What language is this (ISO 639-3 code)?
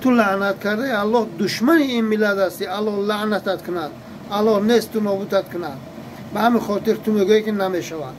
tgk